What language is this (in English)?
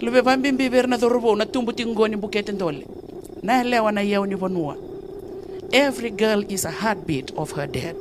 Fijian